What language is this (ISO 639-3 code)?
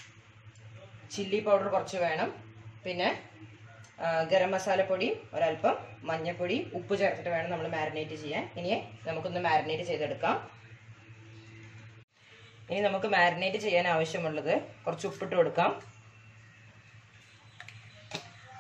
mal